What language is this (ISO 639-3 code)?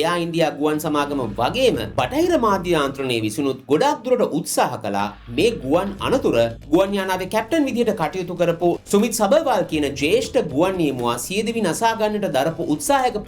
sin